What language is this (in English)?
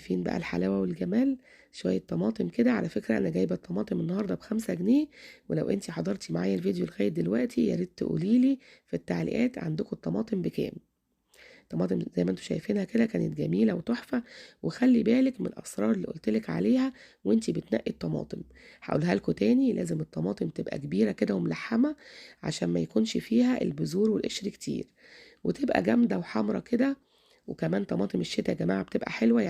Egyptian Arabic